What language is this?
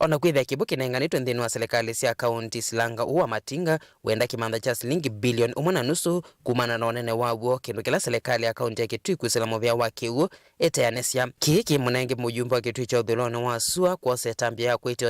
Kamba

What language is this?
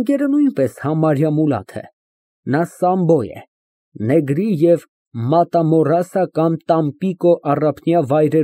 Armenian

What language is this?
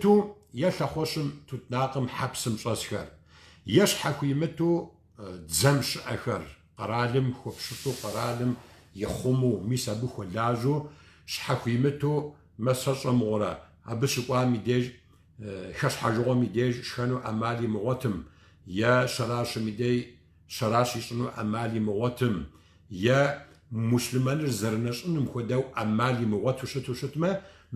Kabardian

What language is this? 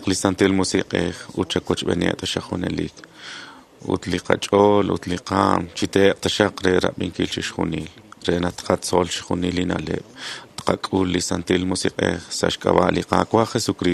Kekchí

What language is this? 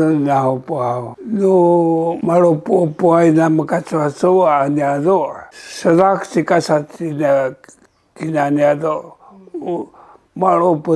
Sakizaya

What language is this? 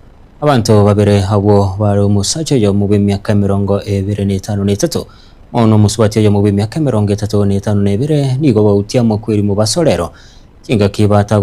Gusii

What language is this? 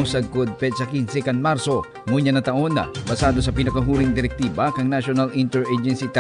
Bikol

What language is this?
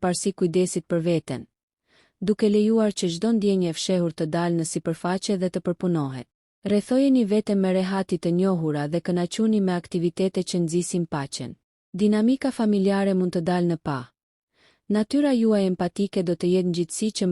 Albanian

